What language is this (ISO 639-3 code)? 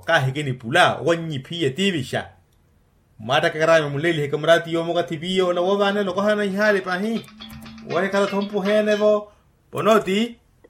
vmw